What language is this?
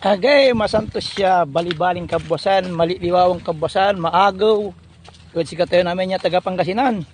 Pangasinan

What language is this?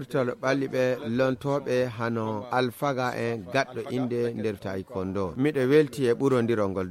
Fula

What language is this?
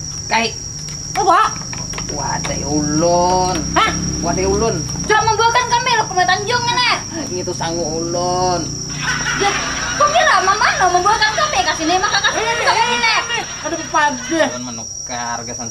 Banjar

